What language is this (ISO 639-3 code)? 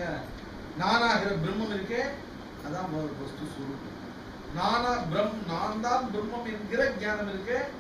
tam